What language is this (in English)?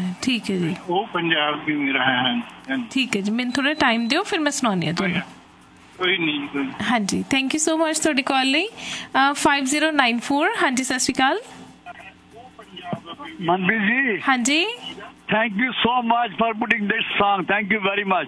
Punjabi